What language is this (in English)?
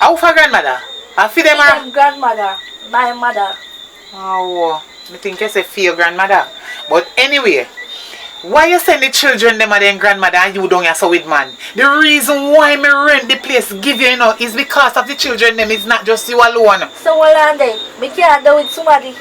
Jamaican Creole English